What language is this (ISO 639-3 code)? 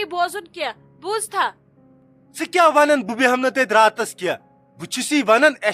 kas